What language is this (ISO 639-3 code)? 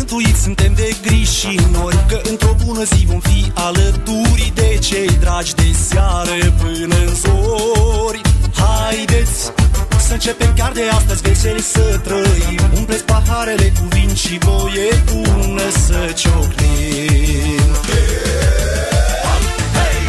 ron